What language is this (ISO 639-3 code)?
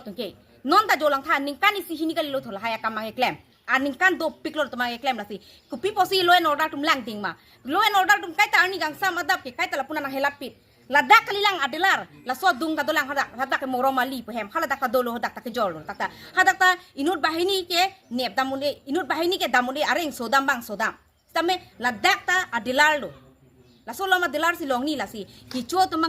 mjw